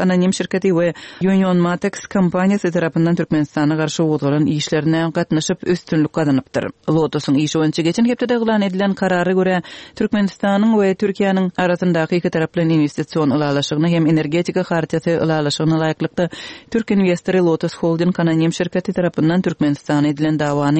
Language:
Turkmen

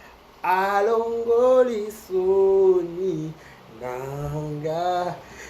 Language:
Lingala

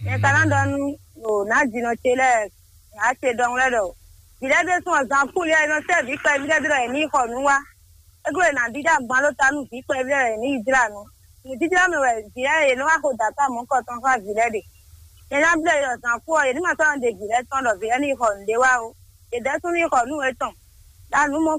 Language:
Fon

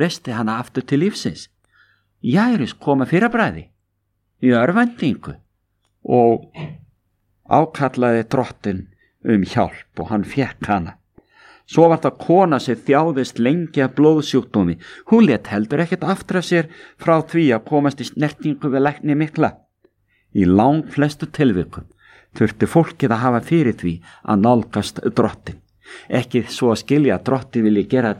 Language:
Icelandic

